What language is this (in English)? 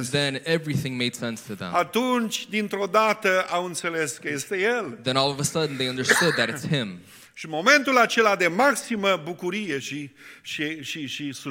Romanian